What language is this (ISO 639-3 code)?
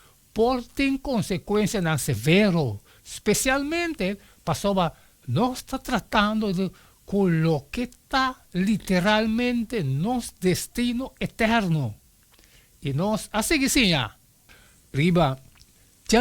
pap